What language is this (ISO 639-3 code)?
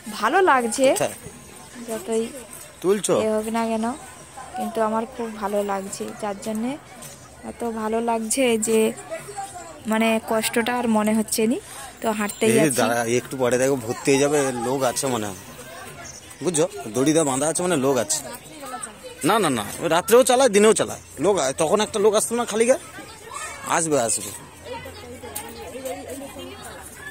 ben